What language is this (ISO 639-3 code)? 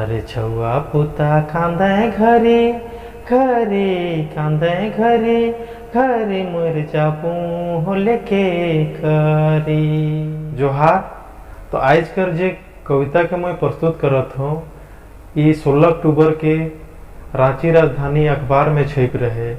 sck